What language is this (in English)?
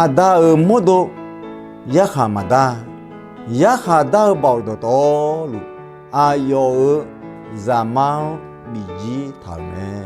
Akha